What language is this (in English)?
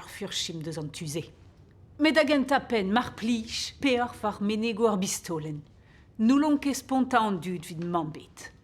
Breton